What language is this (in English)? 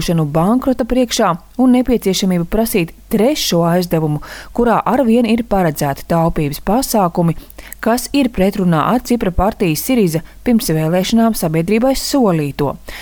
Latvian